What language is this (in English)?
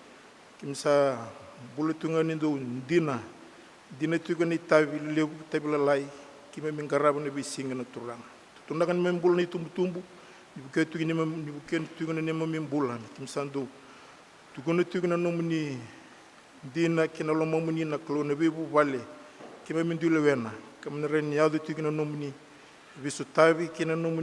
Fijian